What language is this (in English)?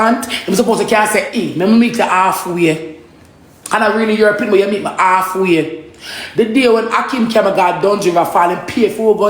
Jamaican Creole English